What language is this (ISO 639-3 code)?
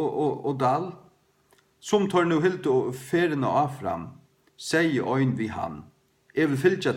fao